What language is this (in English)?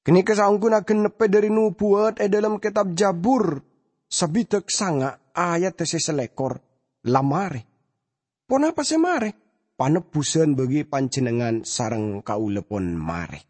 Madurese